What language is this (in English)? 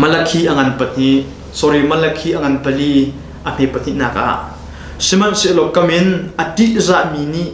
Hakha Chin